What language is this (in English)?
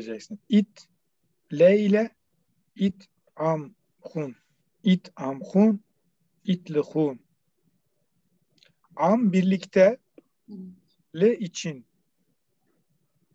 Turkish